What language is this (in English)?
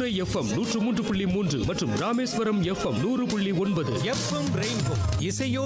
Tamil